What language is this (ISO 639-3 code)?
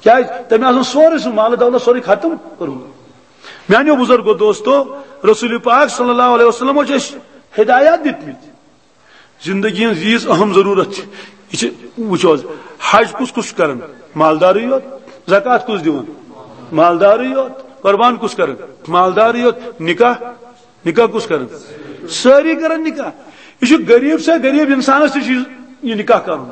kas